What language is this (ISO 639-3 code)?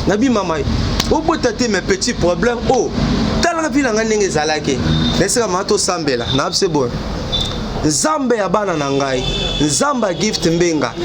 lin